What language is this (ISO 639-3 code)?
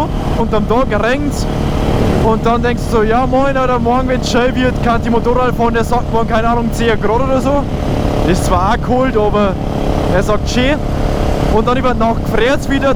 bar